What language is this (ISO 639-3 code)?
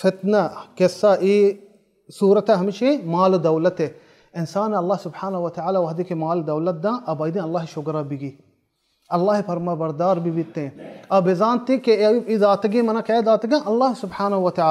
bal